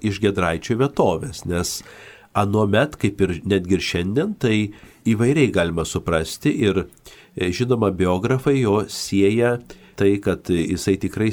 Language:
Lithuanian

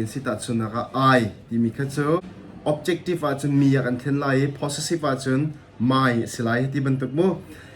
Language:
Hakha Chin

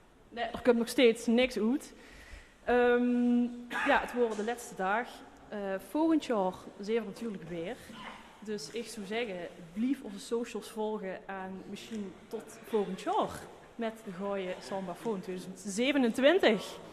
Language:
Limburgish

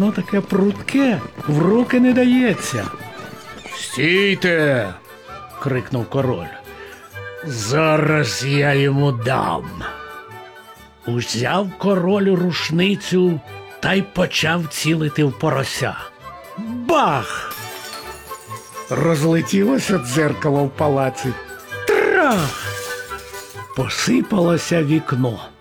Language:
Ukrainian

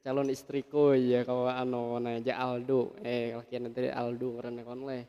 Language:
Banjar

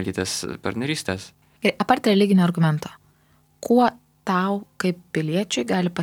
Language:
Lithuanian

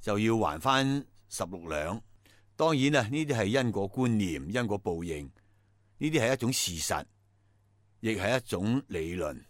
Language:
Cantonese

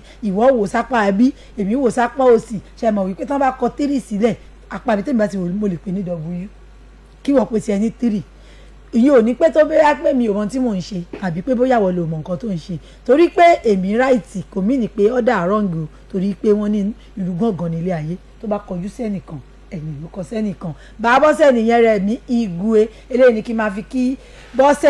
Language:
Yoruba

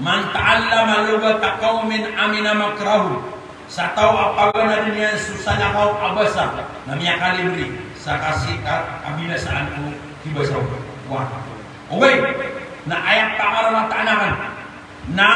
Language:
Maranao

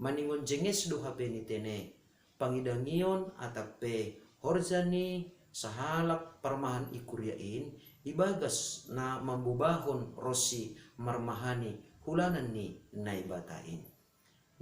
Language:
Batak Simalungun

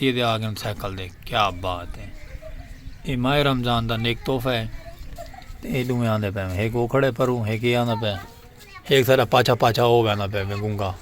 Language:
Saraiki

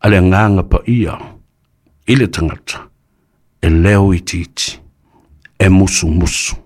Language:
Samoan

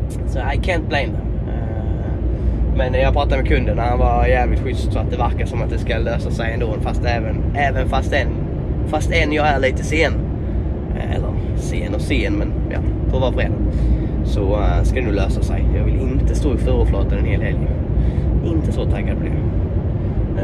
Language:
Swedish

